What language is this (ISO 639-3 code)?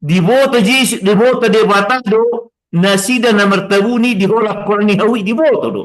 bbc